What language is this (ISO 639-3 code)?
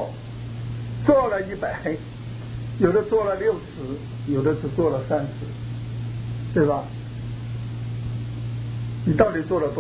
zho